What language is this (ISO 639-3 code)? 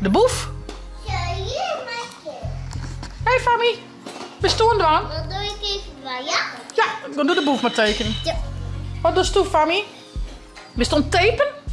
fry